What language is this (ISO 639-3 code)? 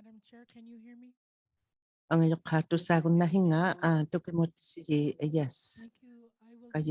iku